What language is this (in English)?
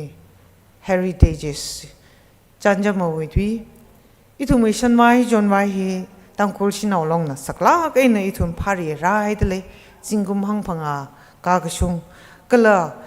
Tangkhul Naga (India)